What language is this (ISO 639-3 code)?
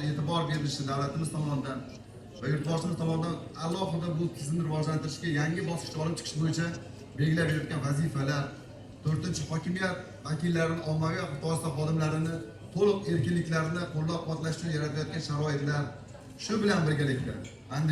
uzb